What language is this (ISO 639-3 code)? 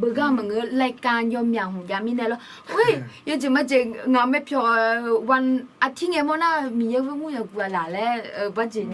ahk